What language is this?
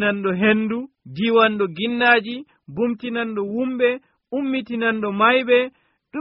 Nigerian Fulfulde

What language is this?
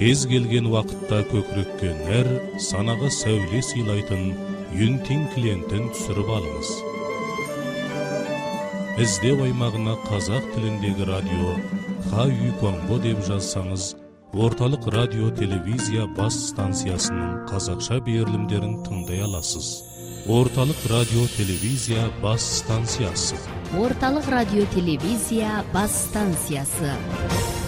Kazakh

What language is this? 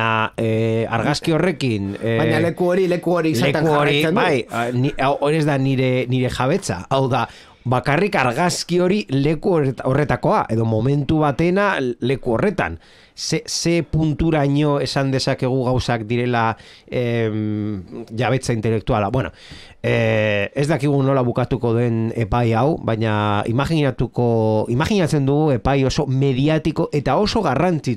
Basque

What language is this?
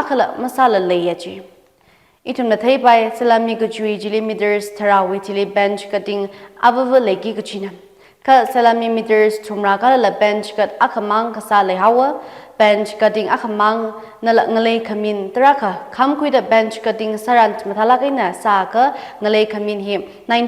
Tangkhul Naga (India)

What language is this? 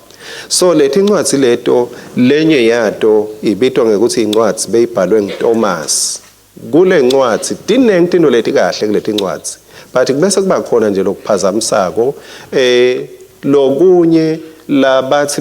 Swati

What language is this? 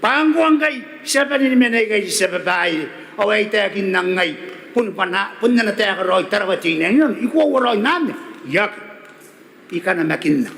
Gilbertese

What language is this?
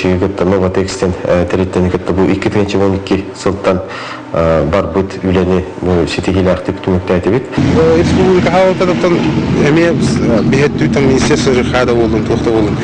Yakut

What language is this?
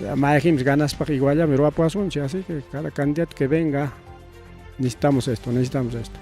Ayacucho Quechua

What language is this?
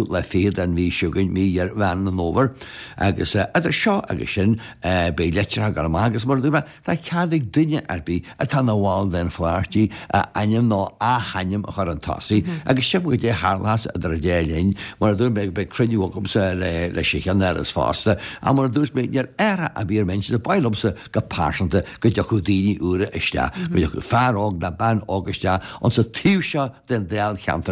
Irish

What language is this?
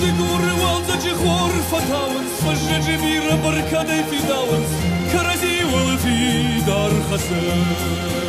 Ossetic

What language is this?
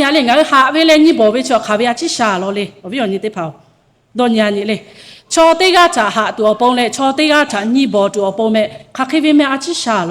Lahu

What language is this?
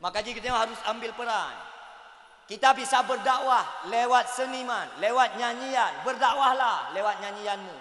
Achinese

